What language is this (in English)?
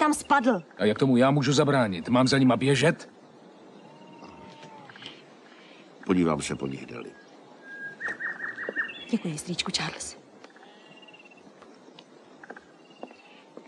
Czech